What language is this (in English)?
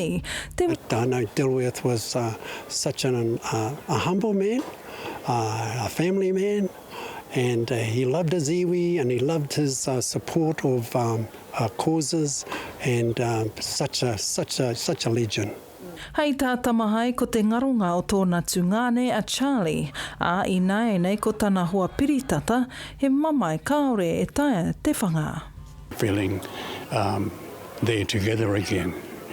Māori